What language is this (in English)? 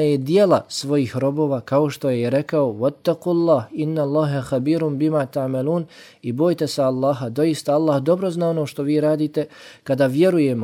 Bosnian